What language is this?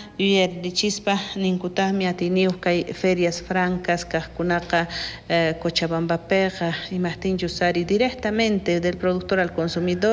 South Bolivian Quechua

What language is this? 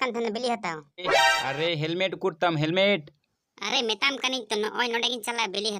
Santali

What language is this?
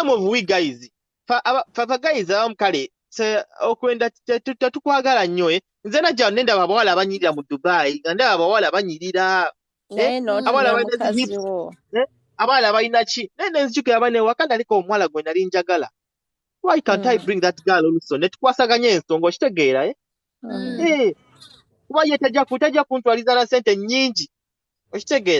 Ganda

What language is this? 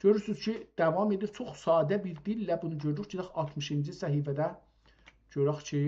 South Azerbaijani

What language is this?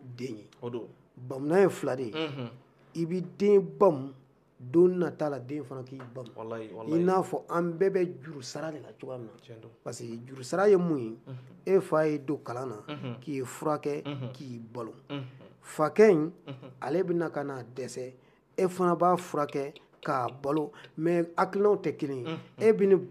Bambara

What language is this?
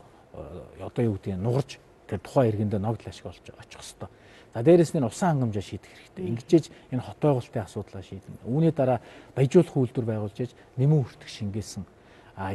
Mongolian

